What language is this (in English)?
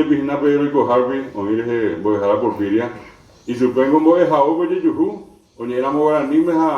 Guarani